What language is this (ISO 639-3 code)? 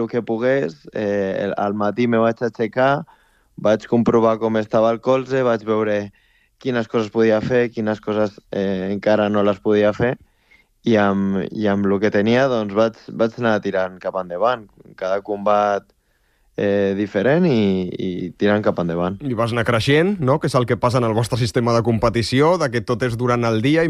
cat